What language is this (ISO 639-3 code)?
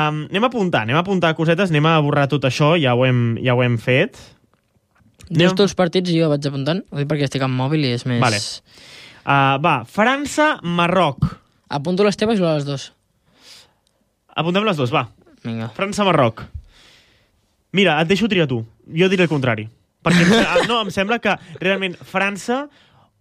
cat